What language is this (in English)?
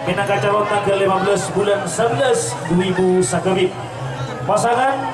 Madurese